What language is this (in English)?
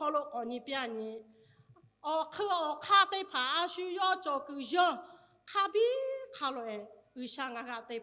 Lahu